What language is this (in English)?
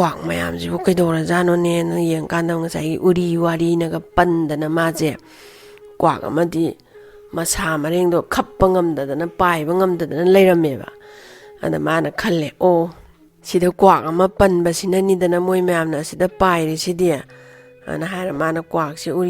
Manipuri